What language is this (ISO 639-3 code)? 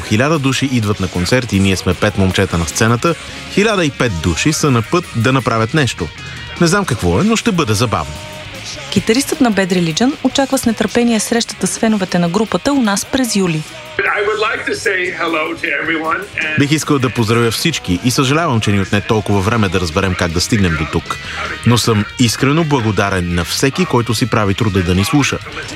bul